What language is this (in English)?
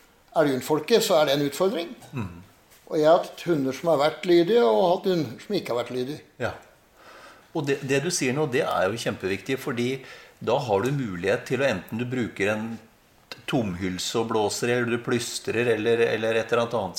Norwegian